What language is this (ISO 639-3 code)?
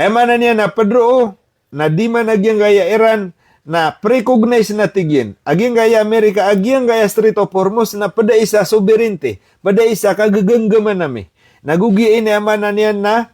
mrw